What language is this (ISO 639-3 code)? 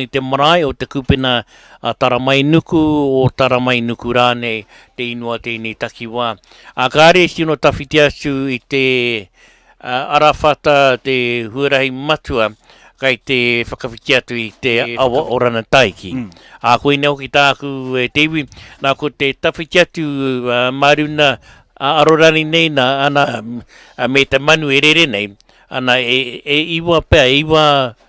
mri